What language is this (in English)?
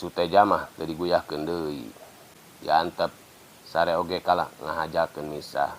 Sundanese